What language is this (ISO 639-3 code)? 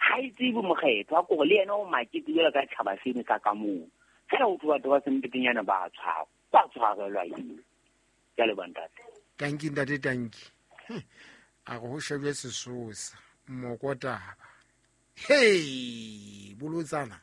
sot